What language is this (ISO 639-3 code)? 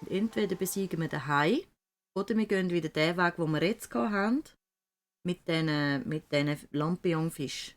gsw